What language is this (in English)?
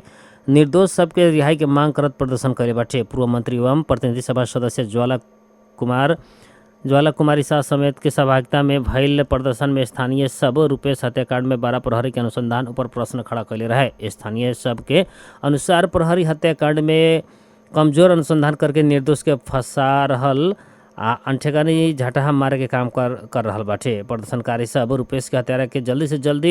Bhojpuri